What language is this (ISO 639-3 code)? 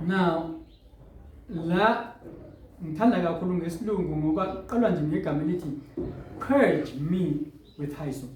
zul